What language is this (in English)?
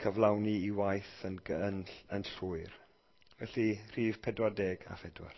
Welsh